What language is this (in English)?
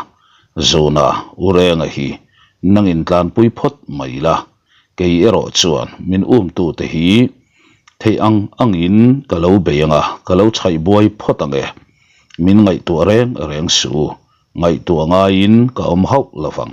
Mizo